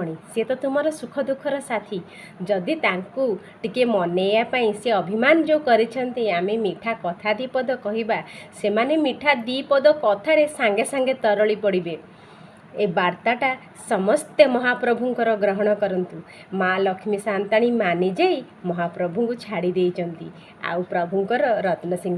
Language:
Odia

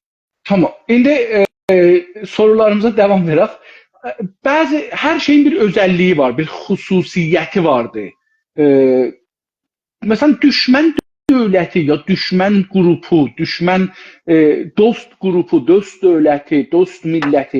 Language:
South Azerbaijani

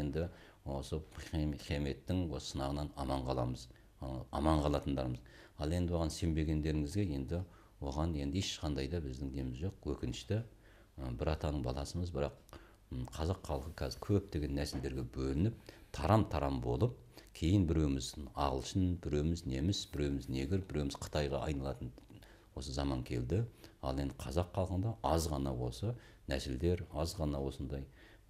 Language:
Kazakh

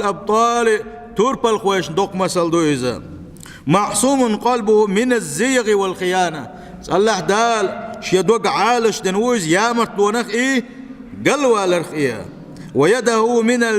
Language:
Chechen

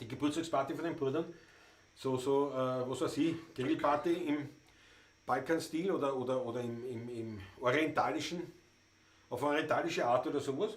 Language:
Bavarian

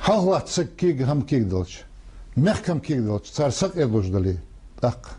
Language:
Ingush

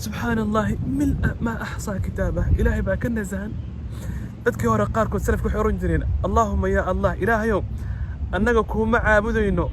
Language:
Somali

